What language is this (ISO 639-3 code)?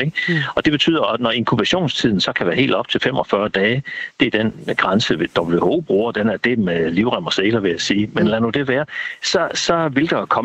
dan